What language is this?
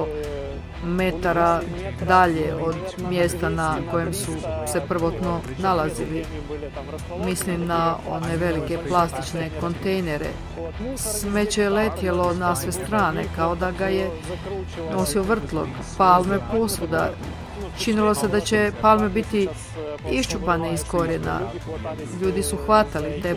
Croatian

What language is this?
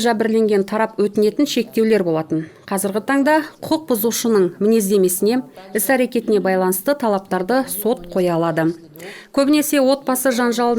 Kazakh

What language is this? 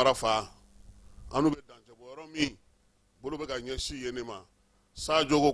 Bambara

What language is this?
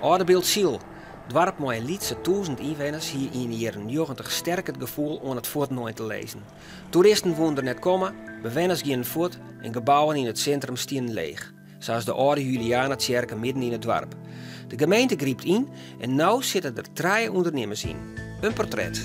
Western Frisian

